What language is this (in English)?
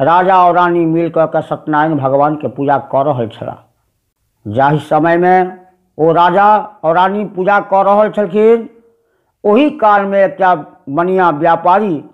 Maithili